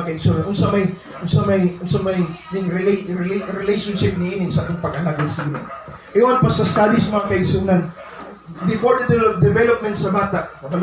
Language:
Cebuano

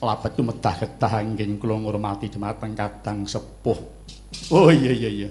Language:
Javanese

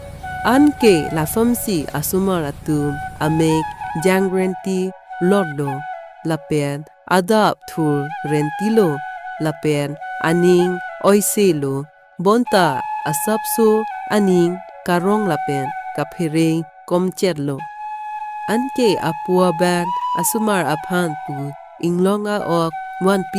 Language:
Karbi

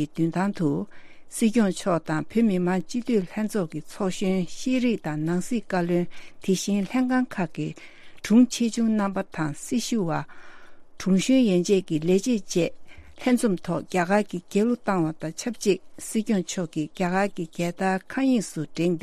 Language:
Tibetan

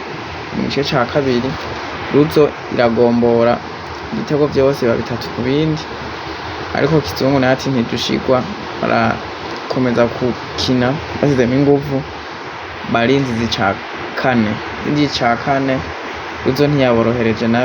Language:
Rundi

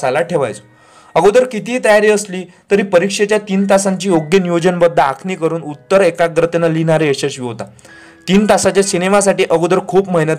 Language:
Marathi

